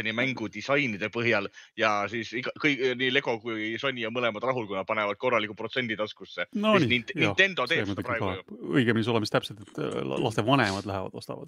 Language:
Estonian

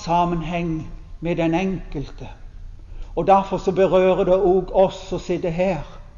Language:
Norwegian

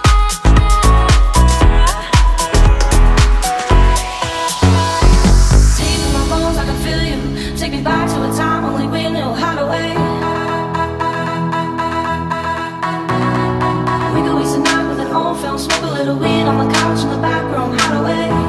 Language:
English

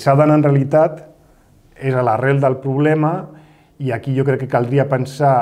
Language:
Catalan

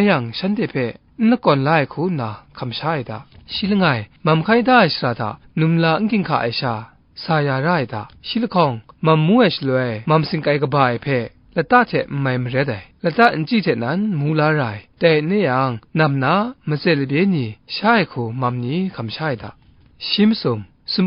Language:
Kachin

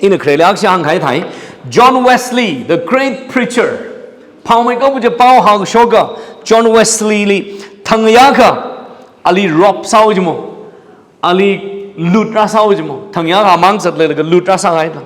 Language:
Tangkhul Naga (India)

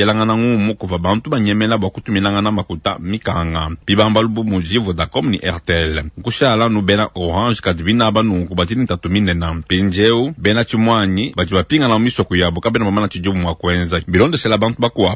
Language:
Luba-Lulua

